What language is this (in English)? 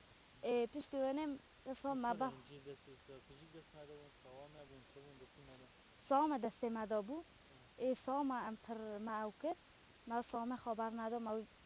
Kurdish